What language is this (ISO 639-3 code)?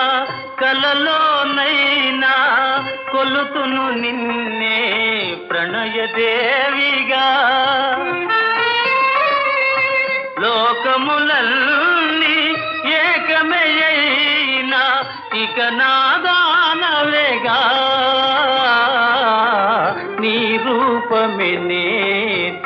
tel